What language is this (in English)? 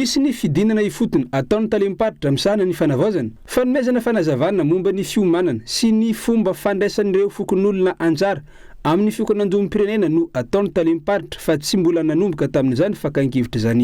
Malagasy